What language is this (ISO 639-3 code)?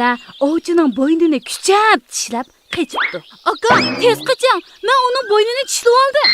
uig